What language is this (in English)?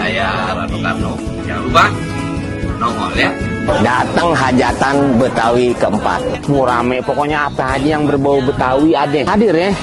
Betawi